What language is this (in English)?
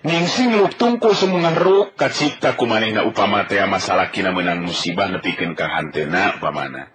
Sundanese